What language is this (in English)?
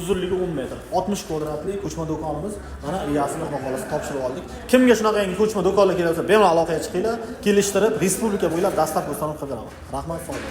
Uzbek